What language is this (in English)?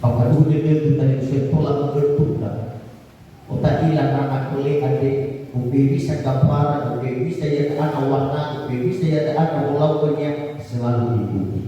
Nias